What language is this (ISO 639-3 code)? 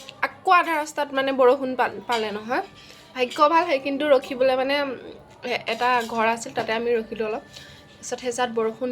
asm